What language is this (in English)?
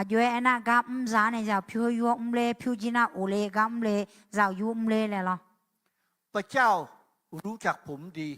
Akha